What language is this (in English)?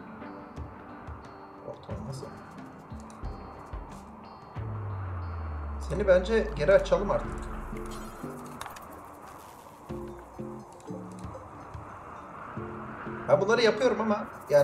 Turkish